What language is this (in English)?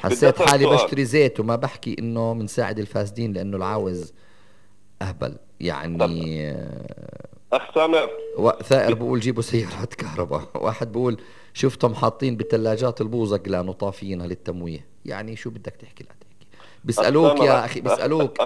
North Levantine Arabic